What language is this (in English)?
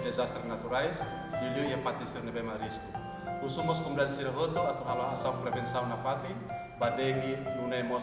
Tetum